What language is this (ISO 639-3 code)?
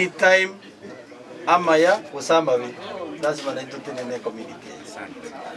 guz